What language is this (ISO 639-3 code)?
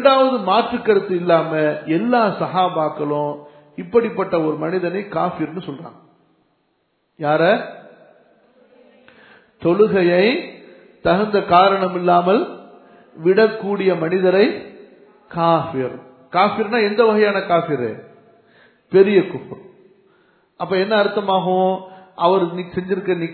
tam